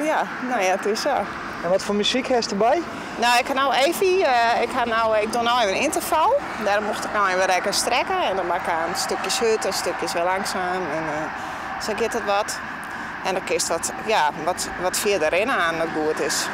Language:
Western Frisian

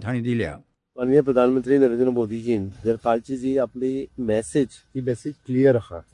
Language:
Konkani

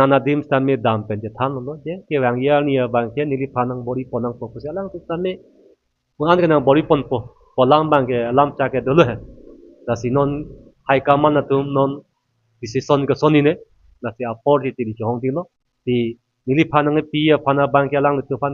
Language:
Karbi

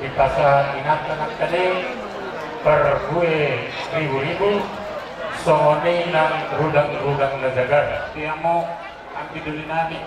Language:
Batak Toba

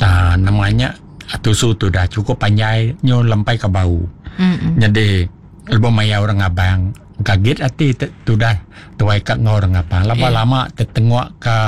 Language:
Iban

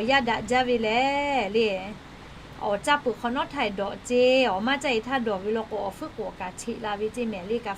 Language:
Lahu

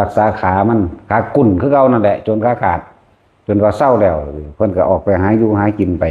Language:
Northeastern Thai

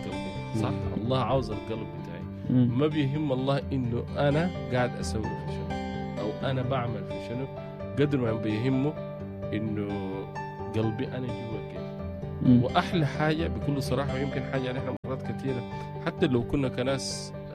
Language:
Sudanese Arabic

